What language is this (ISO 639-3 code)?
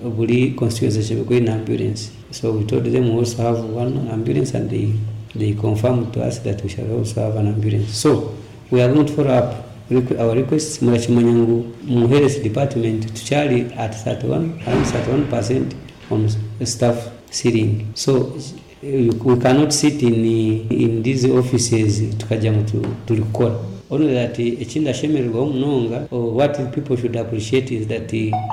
nyo